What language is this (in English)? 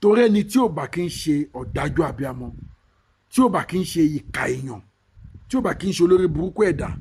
Yoruba